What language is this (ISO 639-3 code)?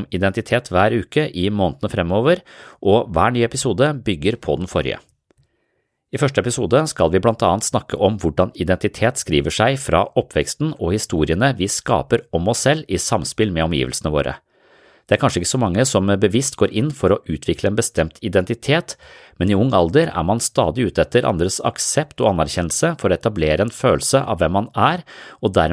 nor